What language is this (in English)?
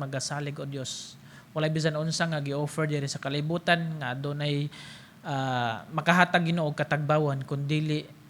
Cebuano